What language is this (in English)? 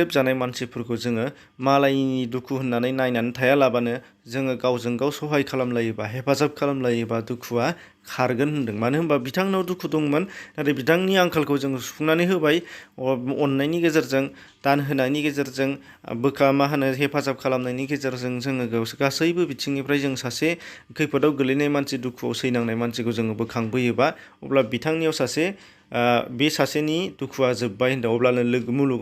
Bodo